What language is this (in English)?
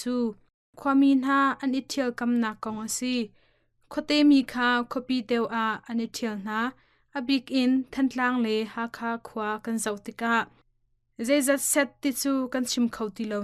Hakha Chin